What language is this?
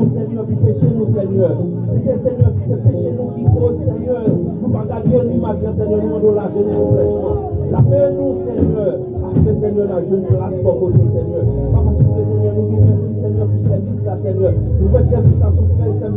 Haitian Creole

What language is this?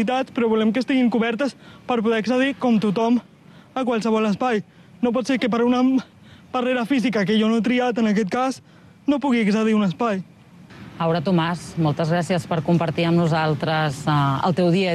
Catalan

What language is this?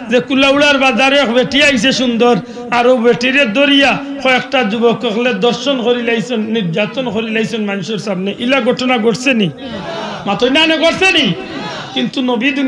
Sylheti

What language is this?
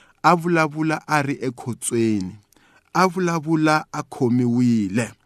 Tsonga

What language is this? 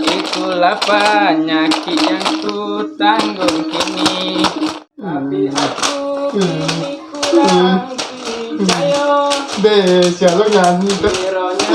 Minangkabau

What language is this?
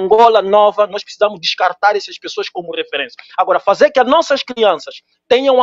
Portuguese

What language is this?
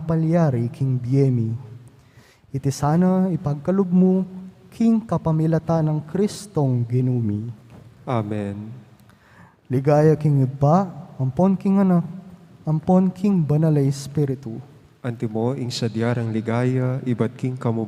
Pampanga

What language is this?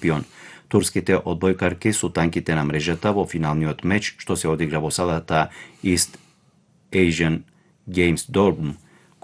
Macedonian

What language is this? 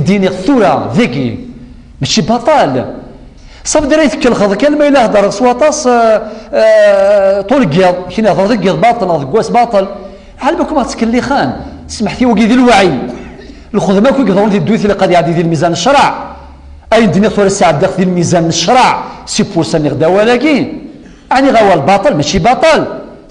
Kabyle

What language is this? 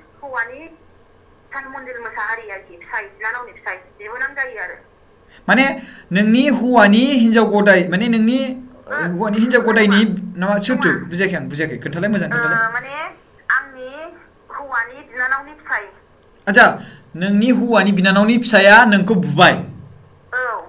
Bodo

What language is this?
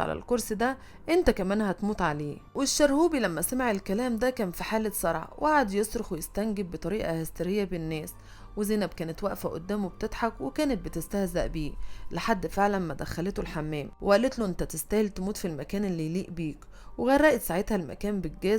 Egyptian Arabic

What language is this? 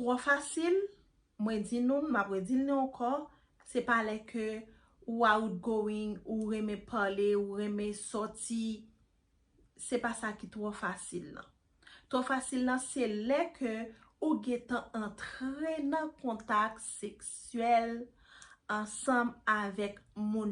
Haitian Creole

